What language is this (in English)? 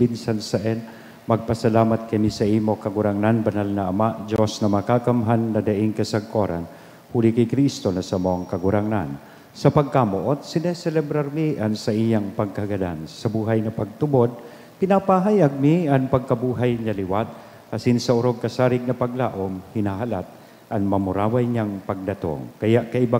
Bikol